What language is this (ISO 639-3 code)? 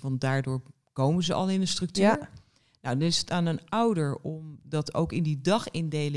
nld